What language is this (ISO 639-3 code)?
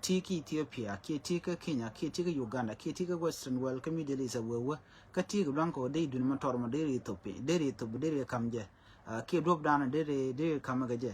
nus